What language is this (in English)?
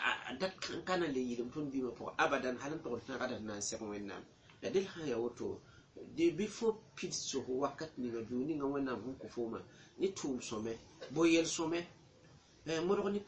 Mossi